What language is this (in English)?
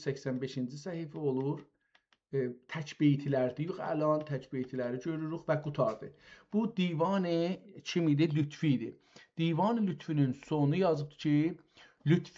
South Azerbaijani